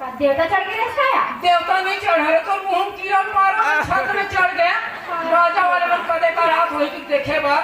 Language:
Chhattisgarhi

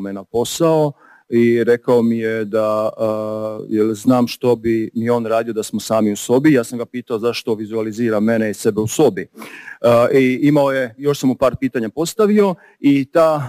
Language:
Croatian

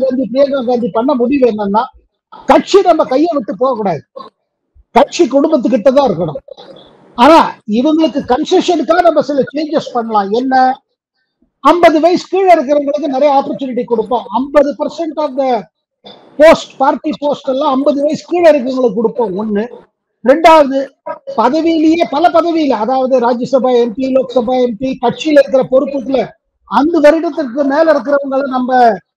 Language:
Tamil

